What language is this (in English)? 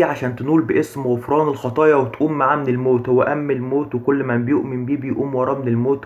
Egyptian Arabic